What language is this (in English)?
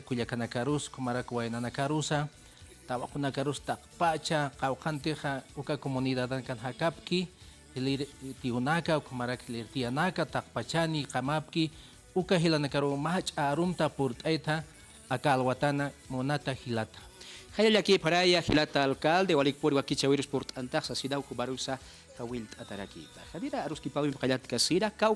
Aymara